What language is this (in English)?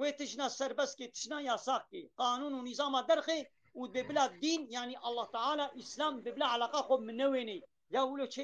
Kurdish